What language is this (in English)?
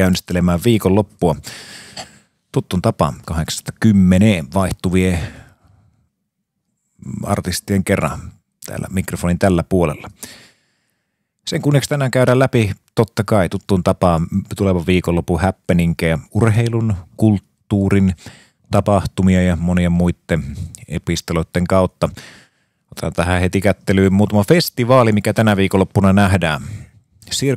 Finnish